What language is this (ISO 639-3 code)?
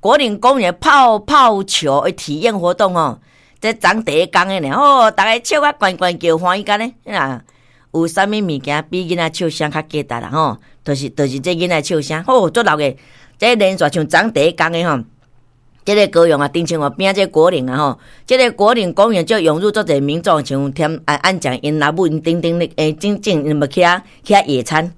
nan